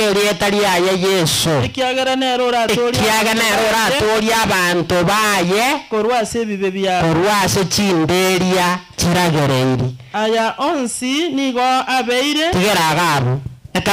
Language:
Gusii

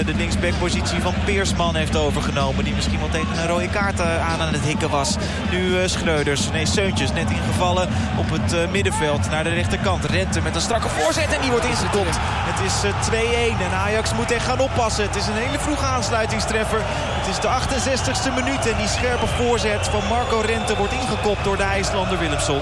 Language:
Dutch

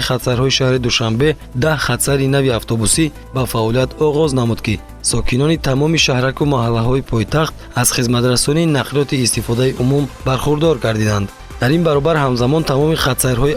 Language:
Tajik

